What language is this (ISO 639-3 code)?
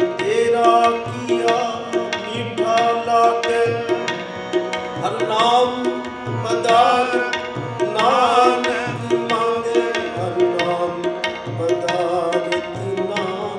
pan